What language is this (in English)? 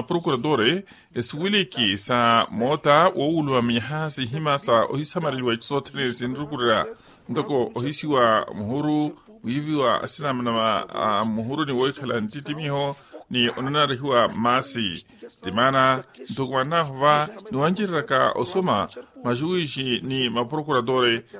Makhuwa